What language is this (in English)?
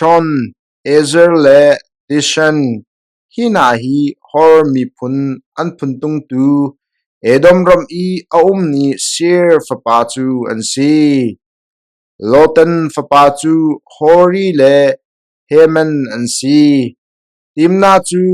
Hakha Chin